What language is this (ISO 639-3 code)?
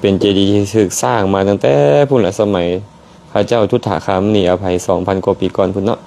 lao